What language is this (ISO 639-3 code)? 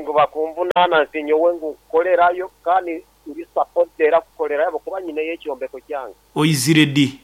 nyn